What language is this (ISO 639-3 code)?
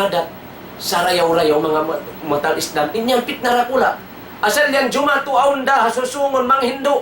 tsg